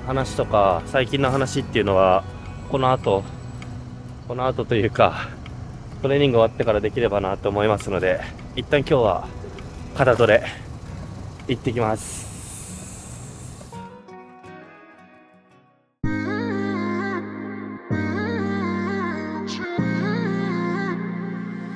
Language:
Japanese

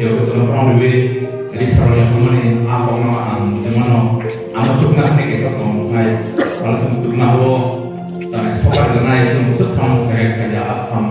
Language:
Kok Borok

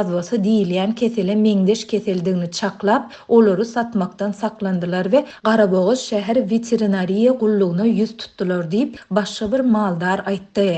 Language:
Turkmen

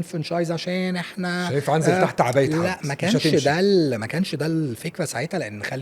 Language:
Egyptian Arabic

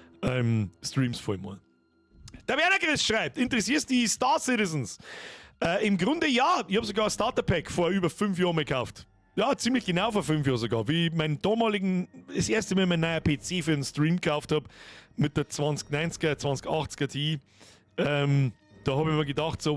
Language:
Bavarian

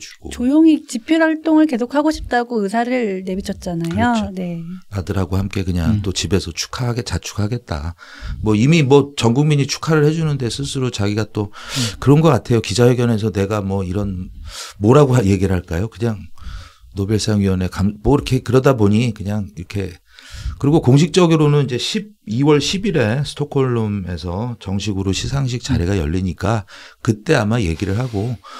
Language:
Korean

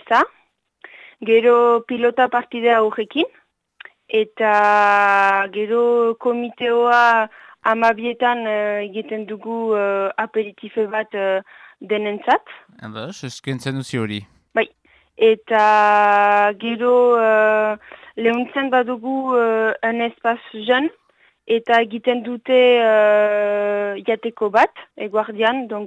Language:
Basque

